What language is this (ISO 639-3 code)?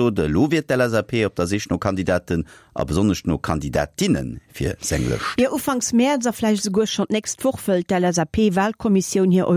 ltz